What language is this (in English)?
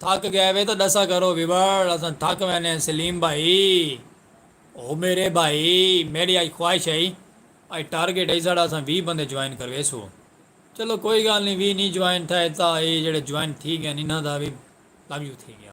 Saraiki